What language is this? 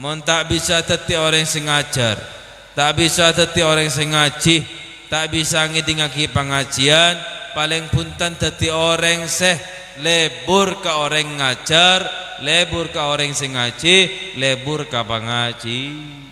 Madurese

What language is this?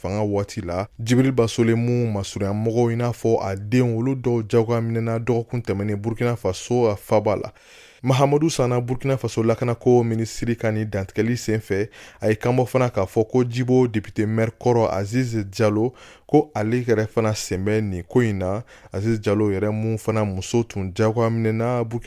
Bambara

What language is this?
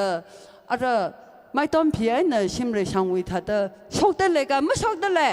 Tangkhul Naga (India)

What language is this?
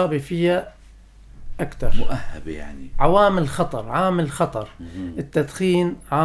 North Levantine Arabic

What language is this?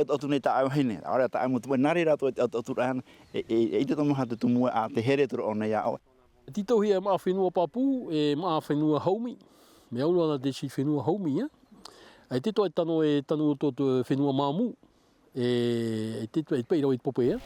Tahitian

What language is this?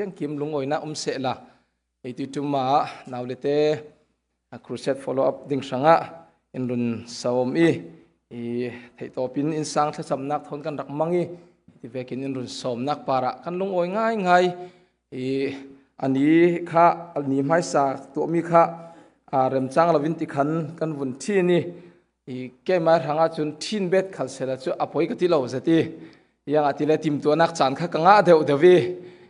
Falam Chin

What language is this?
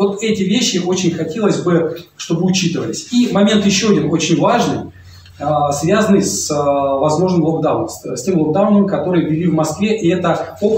Russian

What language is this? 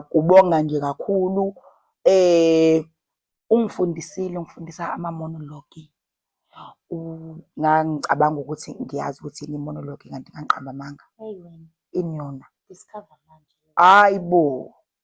Zulu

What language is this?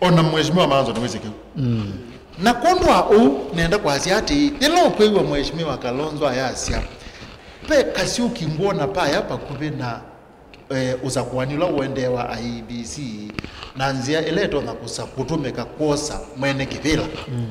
Kamba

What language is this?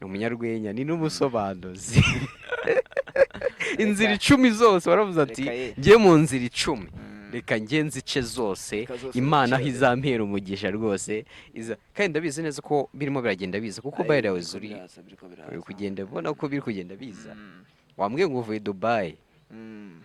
Kinyarwanda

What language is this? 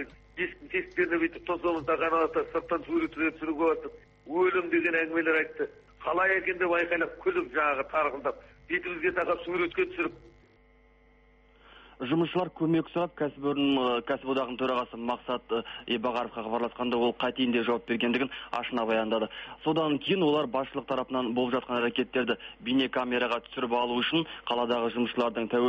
Kazakh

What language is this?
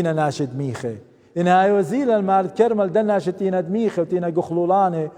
Assyrian Neo-Aramaic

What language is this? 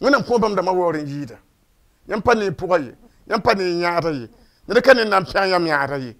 Mossi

